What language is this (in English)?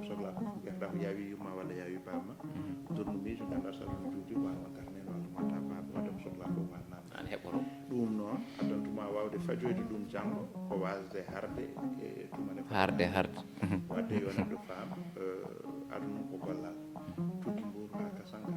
Fula